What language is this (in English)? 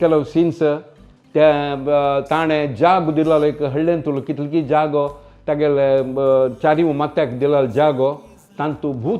Konkani